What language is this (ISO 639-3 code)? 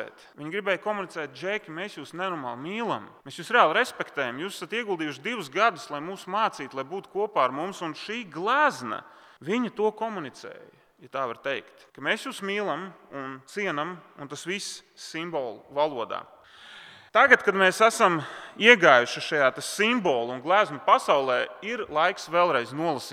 lav